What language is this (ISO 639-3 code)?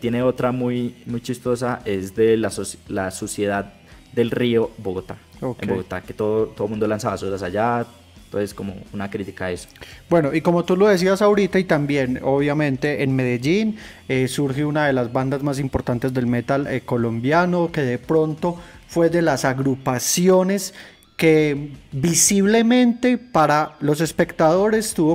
spa